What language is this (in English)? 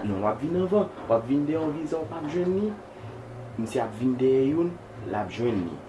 Haitian Creole